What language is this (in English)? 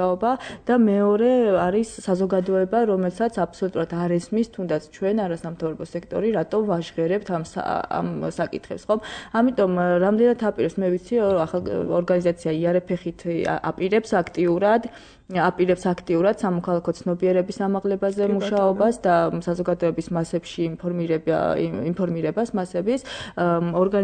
Georgian